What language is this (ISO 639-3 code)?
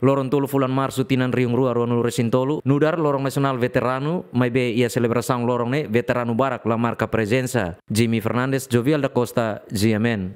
tet